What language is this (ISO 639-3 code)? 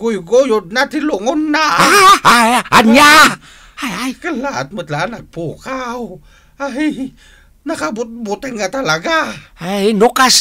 ilo